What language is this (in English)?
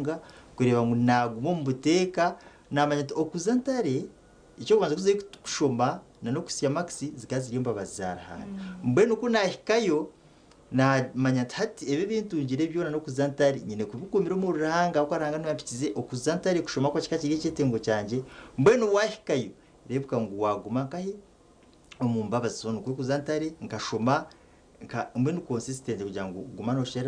Nyankole